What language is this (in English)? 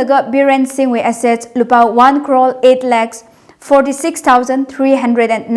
Tangkhul Naga (India)